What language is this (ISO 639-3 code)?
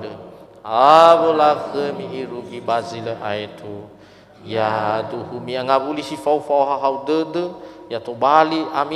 nia